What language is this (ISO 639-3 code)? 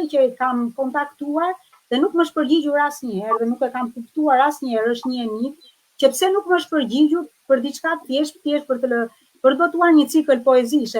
sqi